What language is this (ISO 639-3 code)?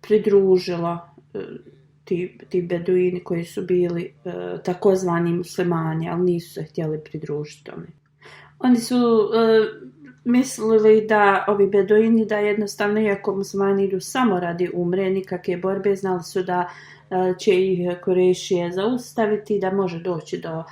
bos